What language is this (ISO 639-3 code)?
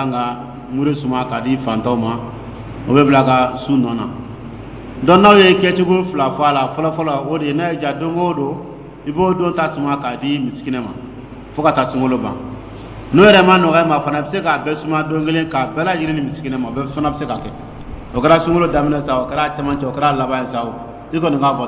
dyu